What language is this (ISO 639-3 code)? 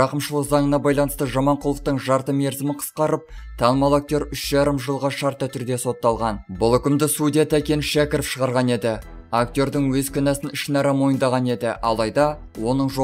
kaz